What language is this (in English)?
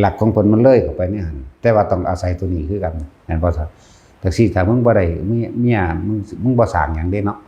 Northeastern Thai